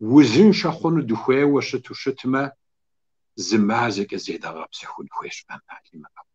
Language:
Kabardian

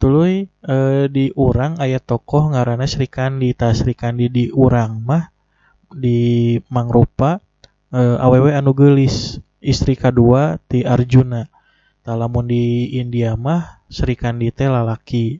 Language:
Sundanese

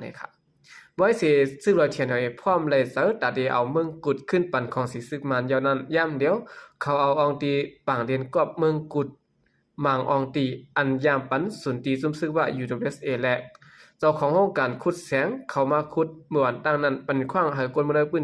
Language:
Shan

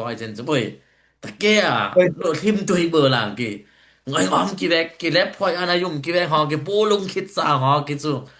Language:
Dimasa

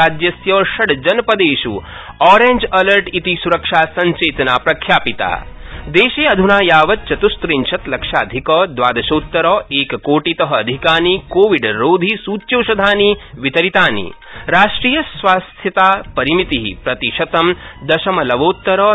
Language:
Sanskrit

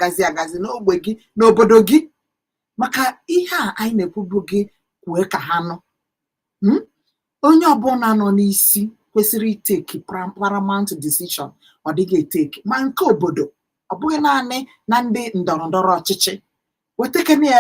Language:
Igbo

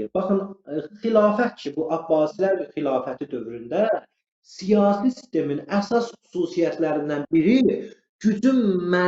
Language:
Azerbaijani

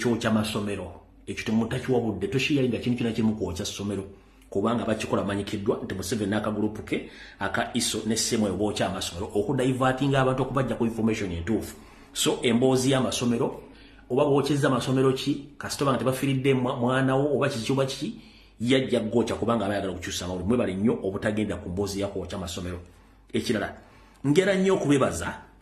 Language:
Ganda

